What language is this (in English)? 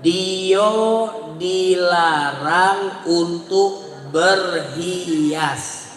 Musi